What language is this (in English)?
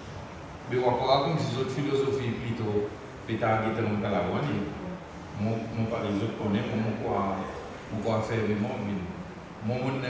Seselwa Creole French